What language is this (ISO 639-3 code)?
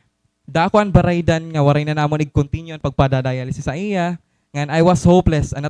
war